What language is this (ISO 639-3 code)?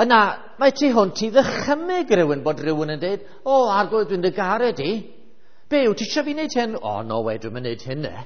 cym